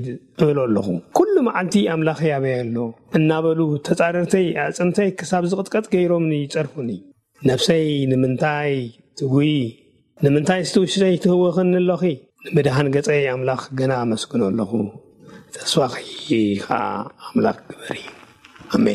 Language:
Tigrinya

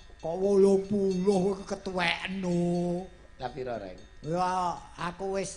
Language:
Javanese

